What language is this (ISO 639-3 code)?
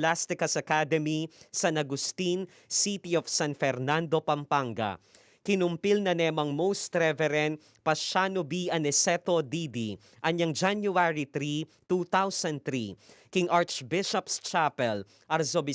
pam